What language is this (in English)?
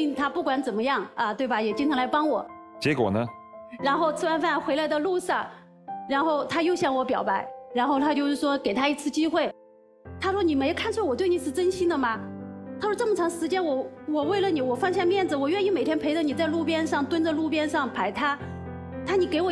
Chinese